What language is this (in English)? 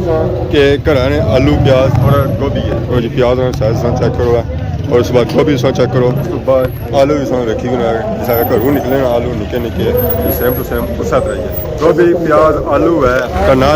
Pahari-Potwari